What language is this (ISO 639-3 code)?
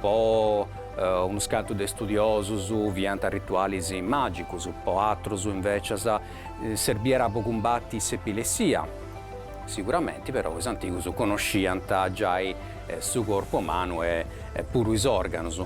srd